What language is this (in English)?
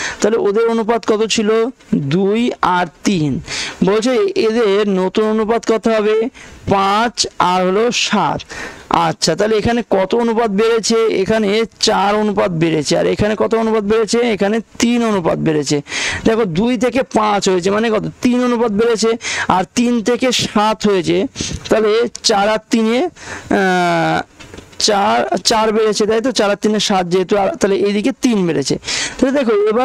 Bangla